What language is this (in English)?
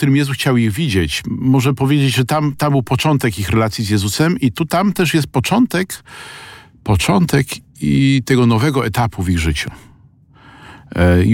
Polish